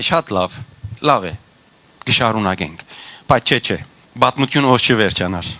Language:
Western Armenian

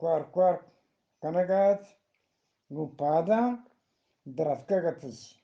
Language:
Eastern Balochi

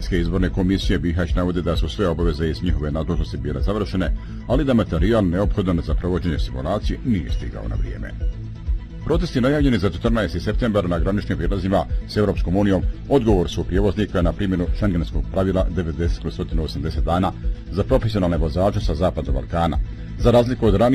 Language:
Bosnian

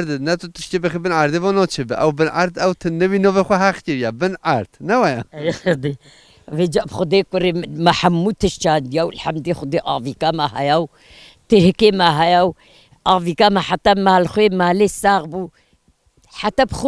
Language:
Kurdish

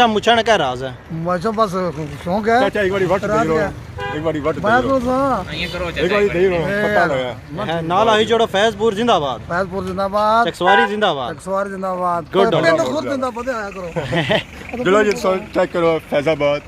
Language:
Pahari-Potwari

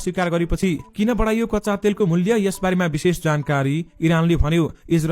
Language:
Nepali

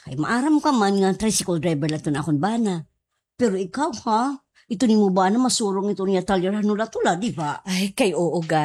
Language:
Waray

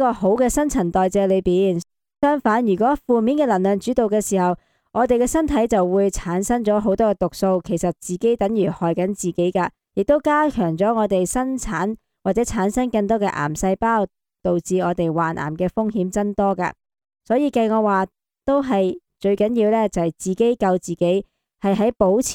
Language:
Cantonese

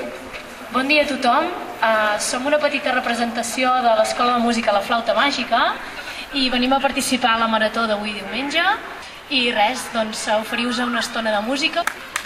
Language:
Catalan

